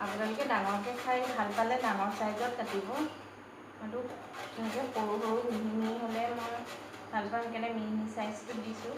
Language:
Assamese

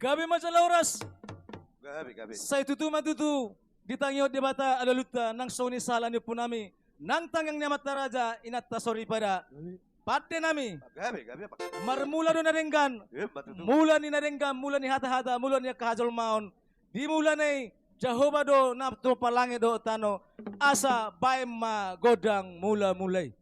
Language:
Batak Toba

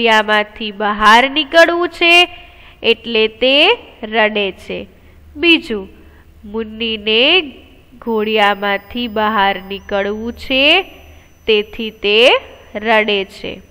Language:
Gujarati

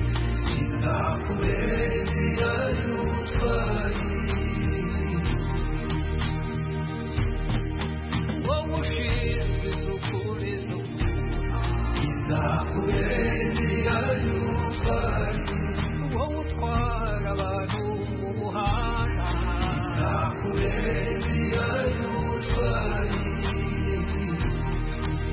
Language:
Kinyarwanda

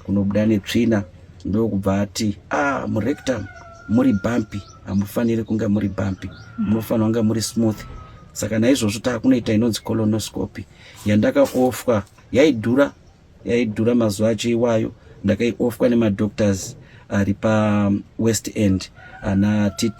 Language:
Shona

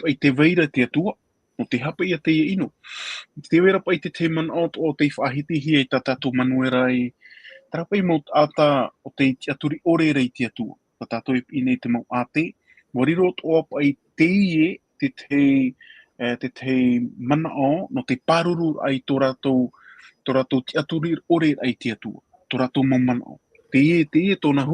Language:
Tahitian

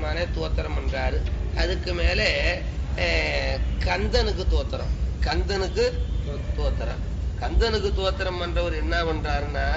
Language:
Tamil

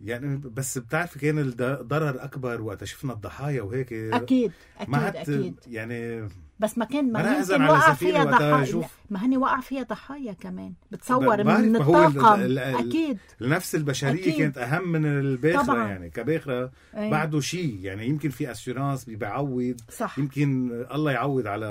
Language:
North Levantine Arabic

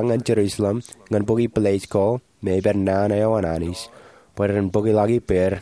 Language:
Marshallese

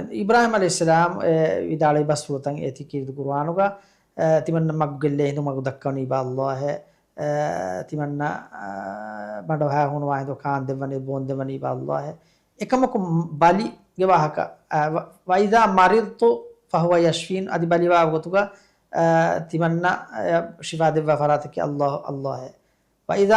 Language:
Divehi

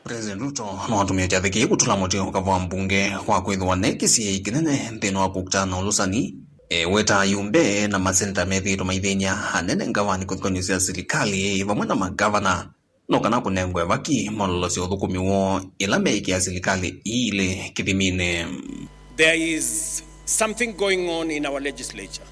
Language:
Kamba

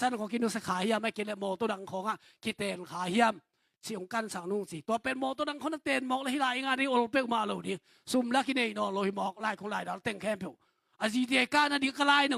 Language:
Tedim Chin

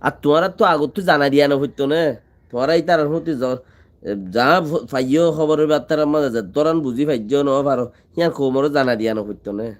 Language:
Rohingya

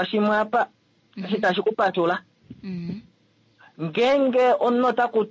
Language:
Kuanyama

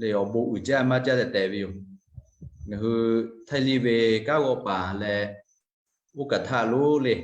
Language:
Lahu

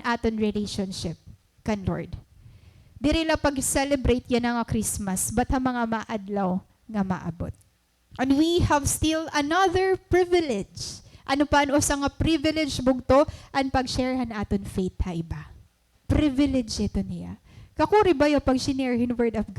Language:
Waray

